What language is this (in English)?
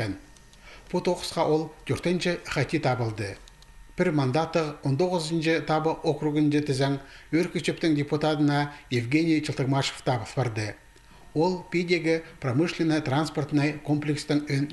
Khakas